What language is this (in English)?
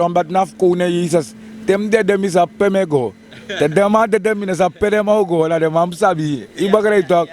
Sranan Tongo